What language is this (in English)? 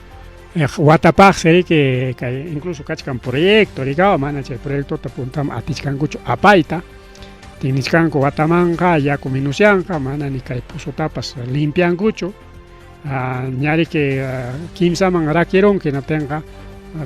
Ayacucho Quechua